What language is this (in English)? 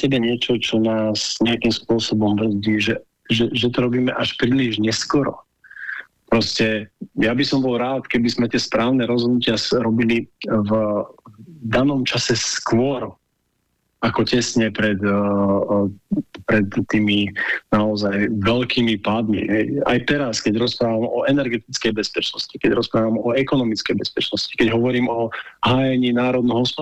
Slovak